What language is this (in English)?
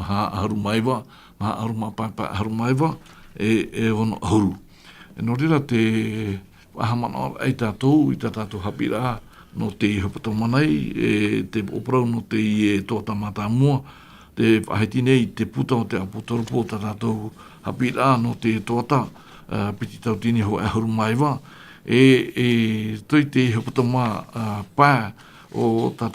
Tahitian